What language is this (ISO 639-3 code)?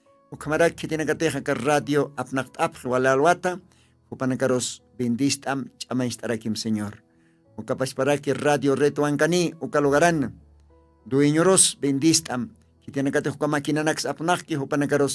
aym